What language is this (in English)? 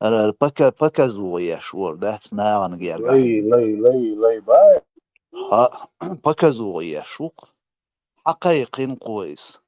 Chechen